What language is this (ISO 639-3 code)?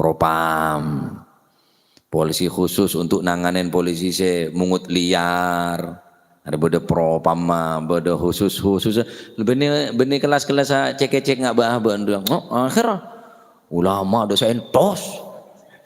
mad